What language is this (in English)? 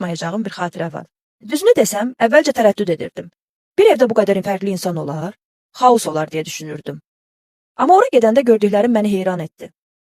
Azerbaijani